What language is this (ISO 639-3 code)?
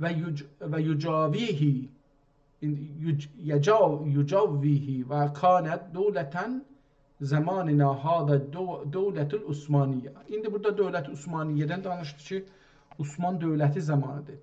azb